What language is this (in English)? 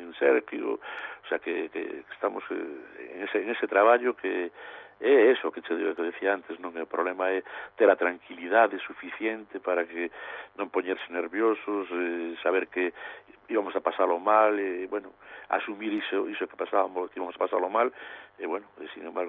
Galician